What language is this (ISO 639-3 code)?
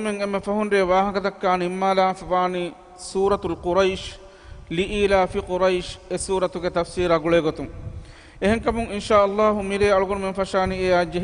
div